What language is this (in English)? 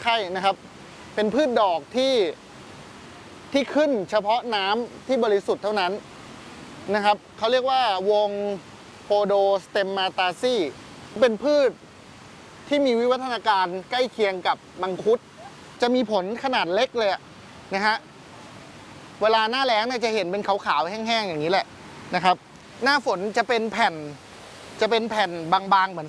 Thai